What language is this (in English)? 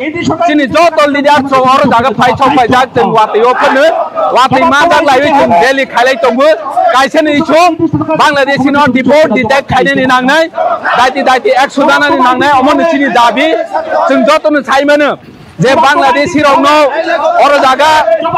Kok Borok